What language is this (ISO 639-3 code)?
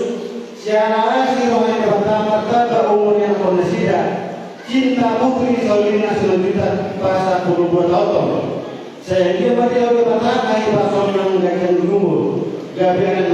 bbc